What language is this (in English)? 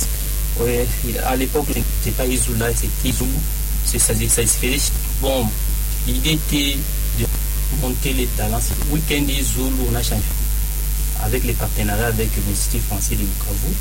French